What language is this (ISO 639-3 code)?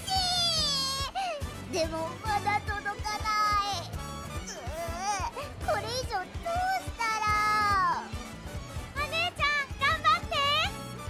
jpn